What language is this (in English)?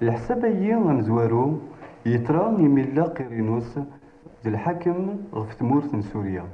Kabyle